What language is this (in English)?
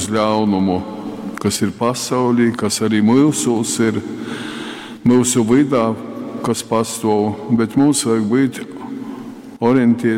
Latgalian